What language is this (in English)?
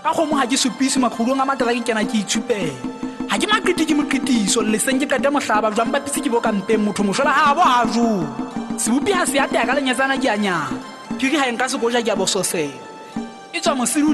Southern Sotho